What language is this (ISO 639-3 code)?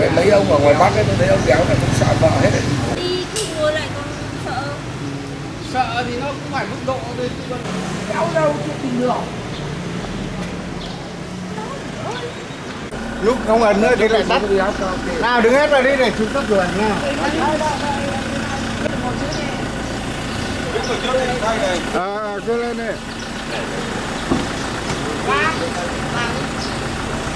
vie